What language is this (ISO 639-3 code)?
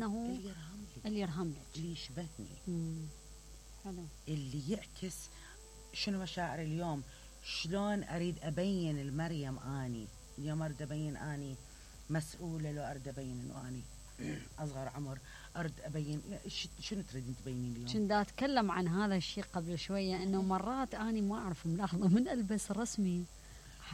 acm